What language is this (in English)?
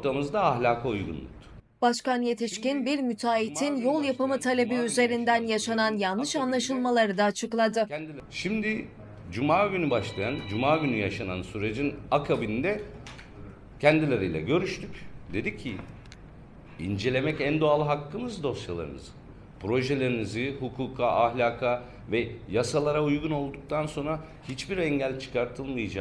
Turkish